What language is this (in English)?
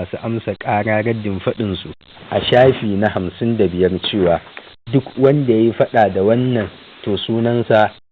Hausa